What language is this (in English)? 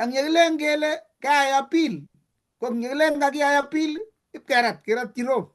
Kalenjin